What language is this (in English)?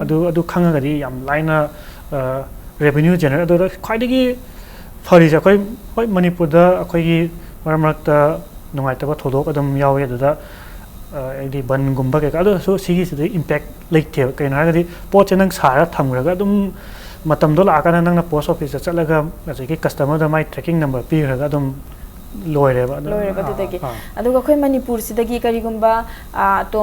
Manipuri